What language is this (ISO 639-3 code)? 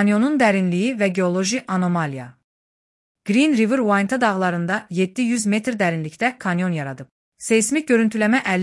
aze